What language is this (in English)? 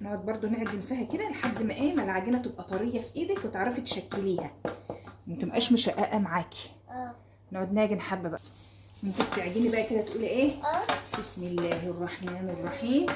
Egyptian Arabic